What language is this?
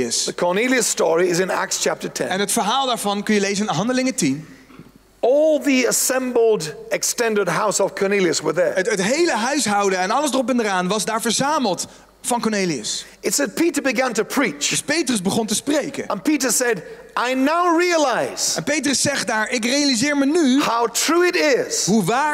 Dutch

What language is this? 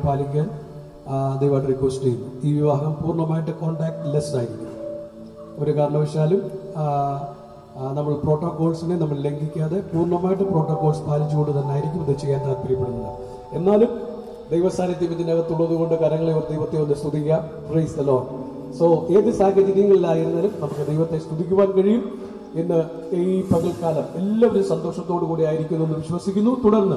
Malayalam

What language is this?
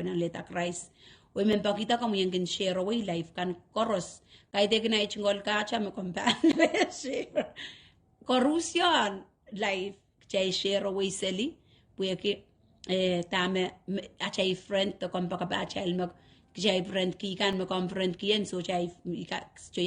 Pohnpeian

